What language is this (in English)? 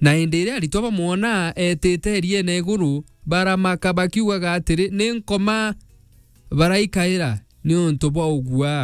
Meru